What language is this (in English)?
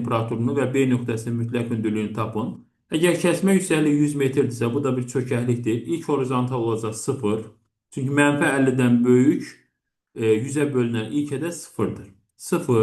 Azerbaijani